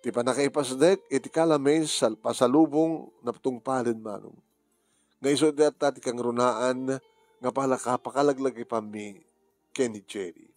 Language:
Iloko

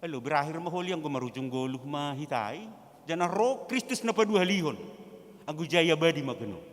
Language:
Batak Simalungun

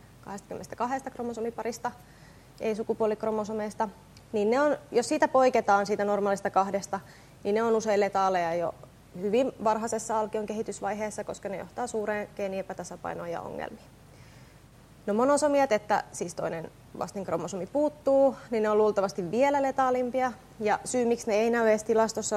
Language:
Finnish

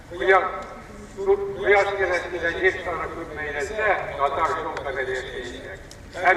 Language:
Tatar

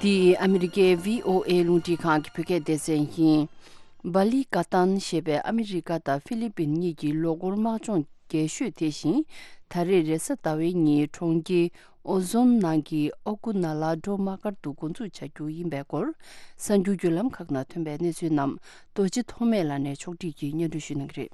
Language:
Tibetan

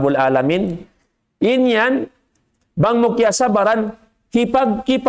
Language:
Tausug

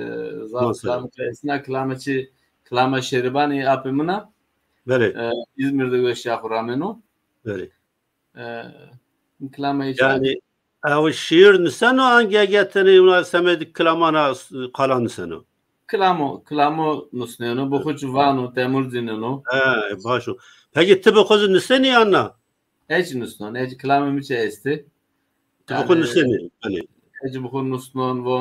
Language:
Zaza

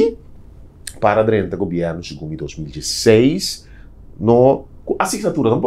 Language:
Papiamento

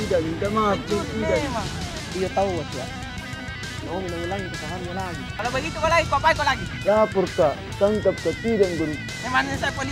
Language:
Makassar Malay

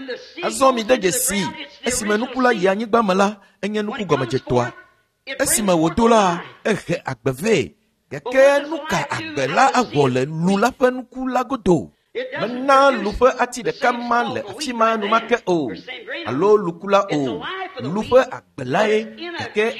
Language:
Ewe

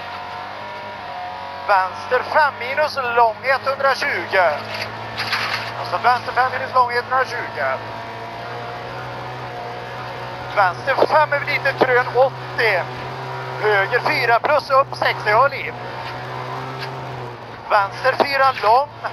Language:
Swedish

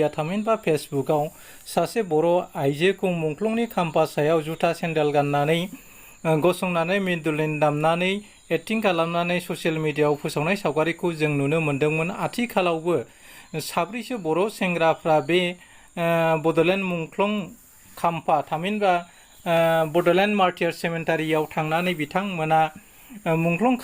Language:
Bodo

